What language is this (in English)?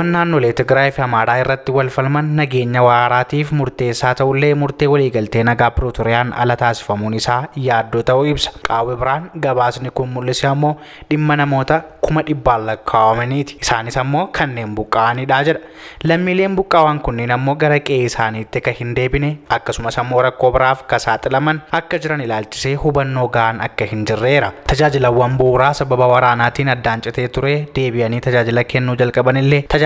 Oromo